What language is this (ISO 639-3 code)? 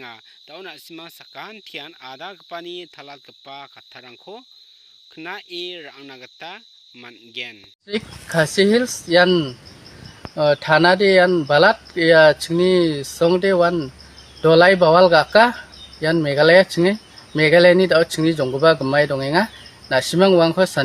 grt